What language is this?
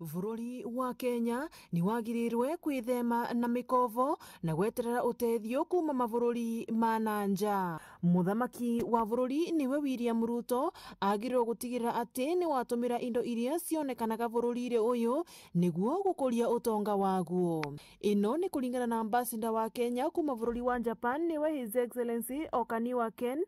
Meru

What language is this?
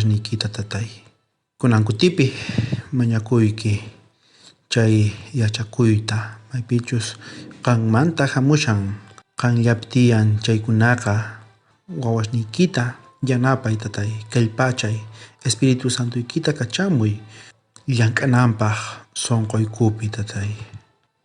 South Bolivian Quechua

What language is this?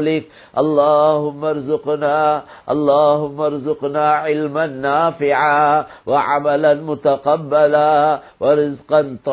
Tamil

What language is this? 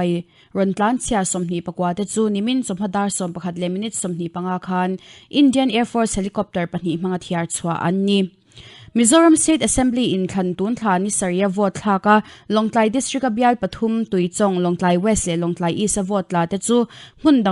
Mizo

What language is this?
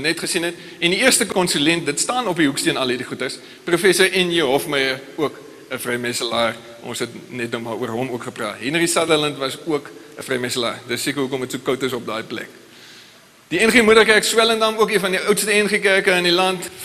Afrikaans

